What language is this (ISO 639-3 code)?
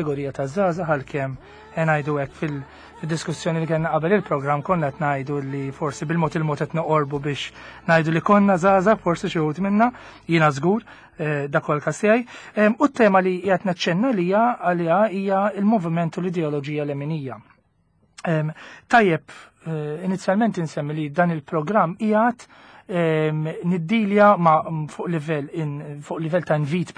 mlt